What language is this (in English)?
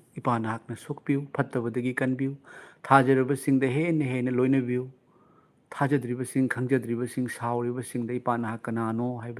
Manipuri